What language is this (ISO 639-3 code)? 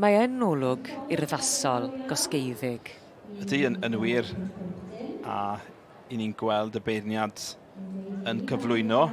cym